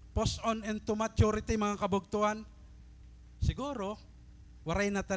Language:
Waray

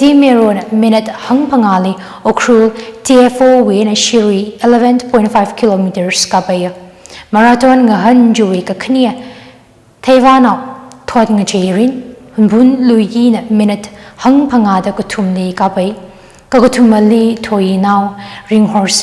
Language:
Tangkhul Naga (India)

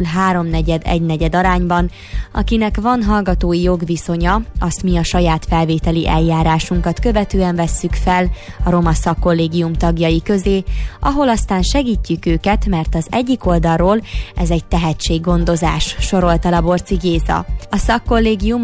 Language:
Hungarian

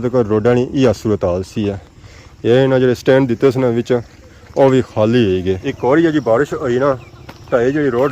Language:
Pahari-Potwari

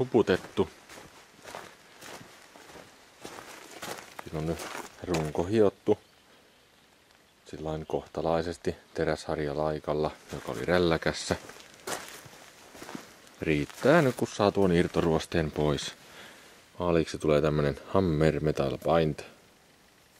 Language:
Finnish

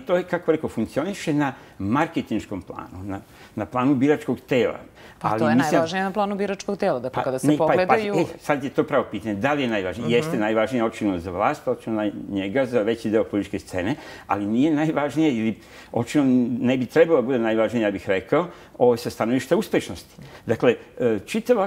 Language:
Serbian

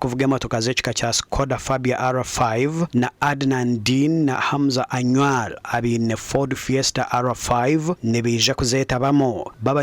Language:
Nyankole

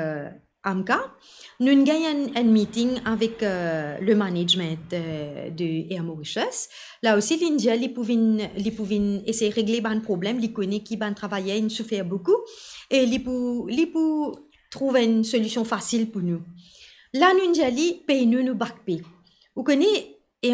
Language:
Morisyen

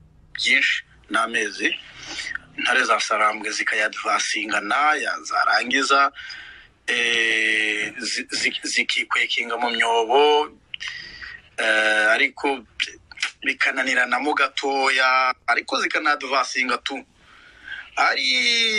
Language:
Kinyarwanda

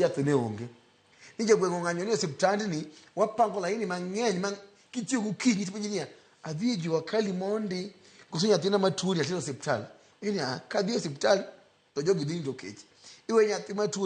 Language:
Luo (Kenya and Tanzania)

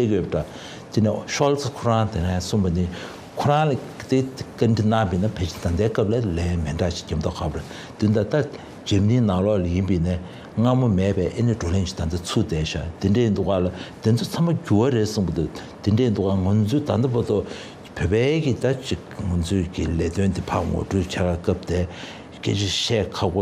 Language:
Tibetan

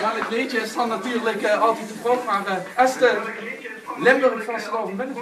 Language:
Limburgish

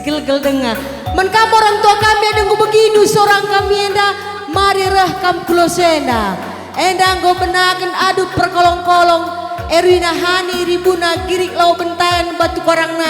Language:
Batak Karo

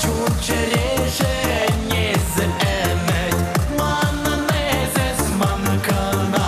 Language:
Chuvash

